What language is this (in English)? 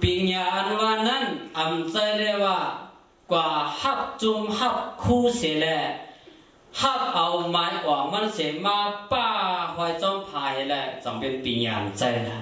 Shan